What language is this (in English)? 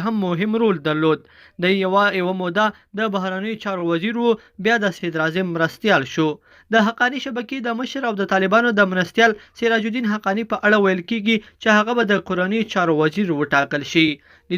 Pashto